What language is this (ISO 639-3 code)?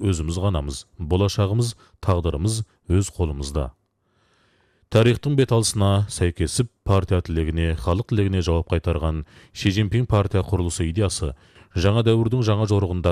kaz